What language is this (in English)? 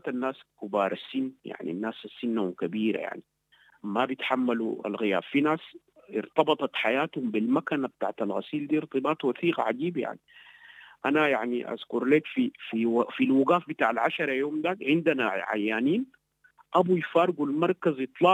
Sudanese Arabic